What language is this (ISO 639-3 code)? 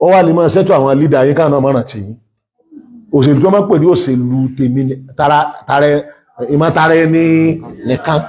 yor